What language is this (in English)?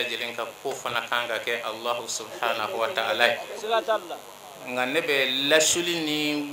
Bambara